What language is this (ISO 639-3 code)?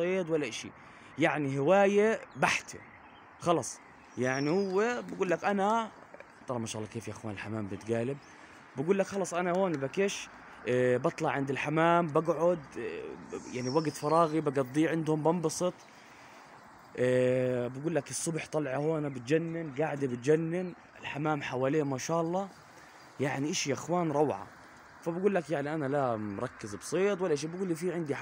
ajp